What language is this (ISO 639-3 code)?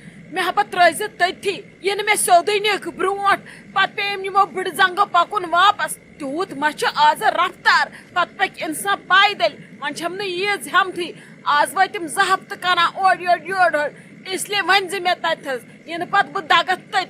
kas